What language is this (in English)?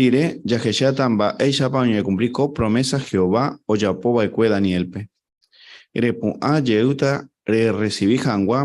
Guarani